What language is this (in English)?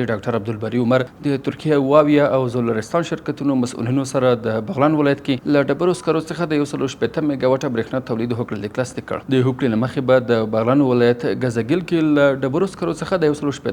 Pashto